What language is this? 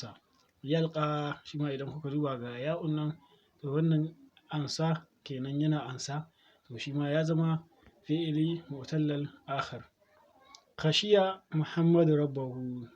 Hausa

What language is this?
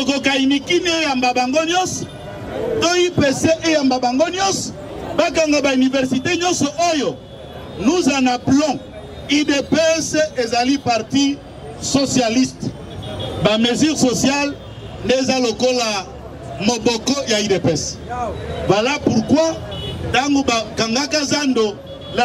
Lingala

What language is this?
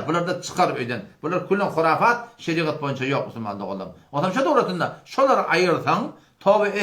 Turkmen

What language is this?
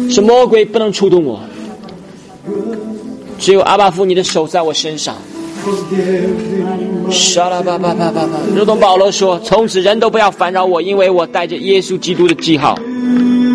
Chinese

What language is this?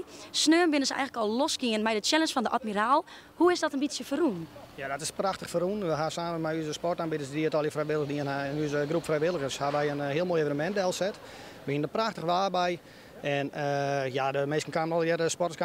Western Frisian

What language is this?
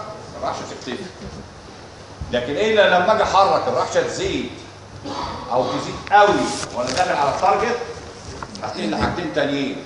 Egyptian Arabic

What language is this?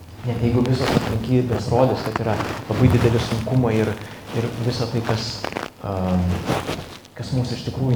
Lithuanian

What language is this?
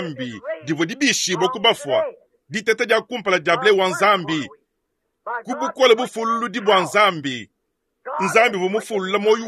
Luba-Lulua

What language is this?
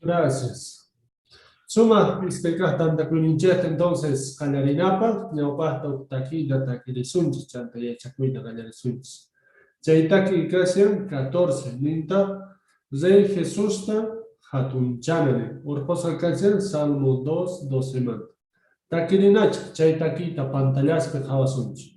Quechua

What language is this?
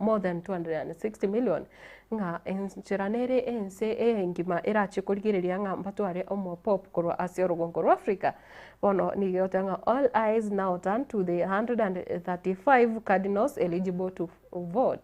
Gusii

